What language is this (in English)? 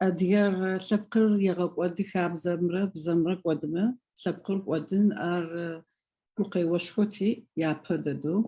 Adyghe